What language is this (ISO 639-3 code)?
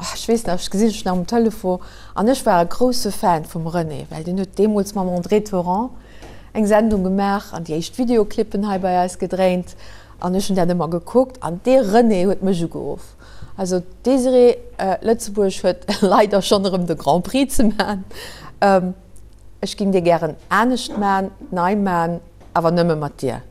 ltz